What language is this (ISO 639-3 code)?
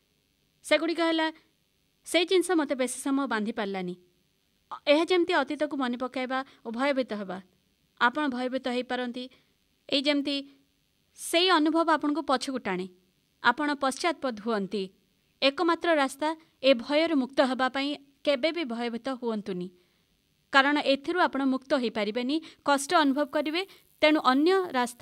ori